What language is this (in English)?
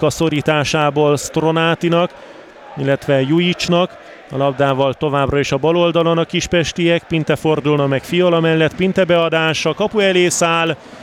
Hungarian